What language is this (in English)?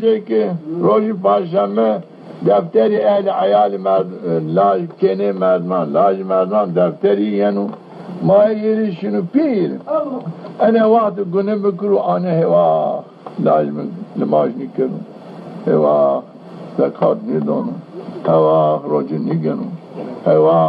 Zaza